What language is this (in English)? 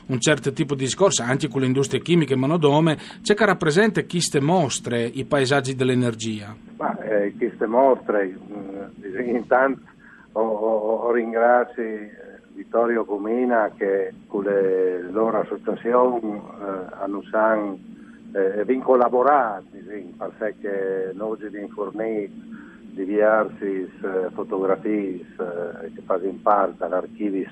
Friulian